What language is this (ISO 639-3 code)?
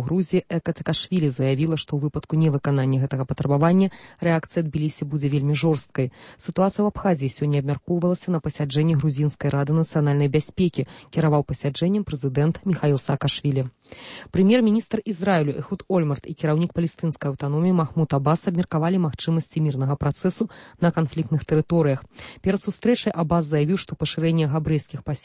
bel